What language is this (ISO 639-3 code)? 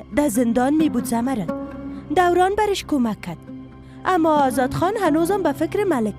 fas